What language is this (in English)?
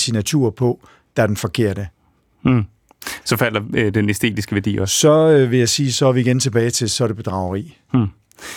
Danish